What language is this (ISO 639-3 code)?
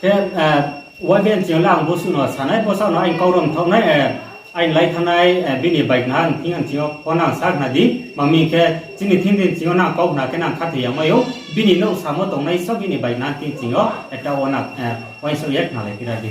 ria